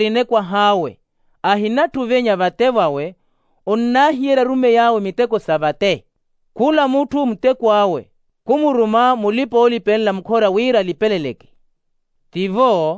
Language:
Makhuwa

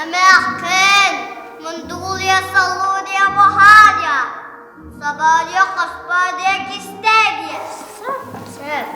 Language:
Yakut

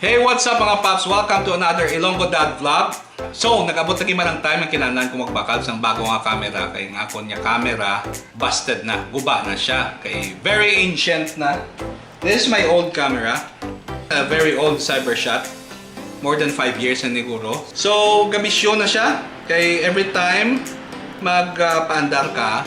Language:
Hiligaynon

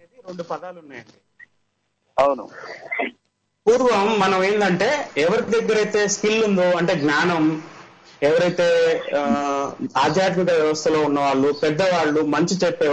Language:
Telugu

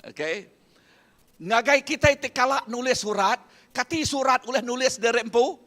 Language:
Iban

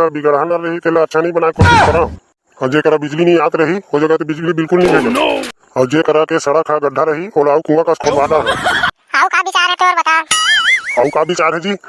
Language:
Chhattisgarhi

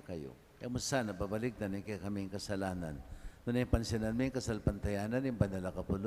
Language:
Pampanga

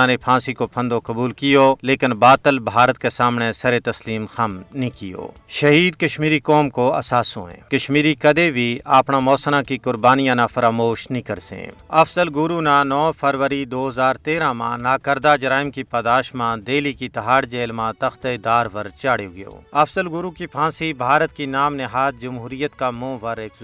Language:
Gujari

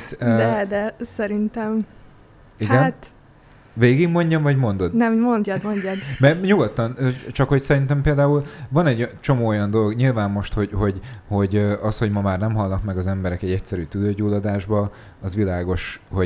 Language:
Hungarian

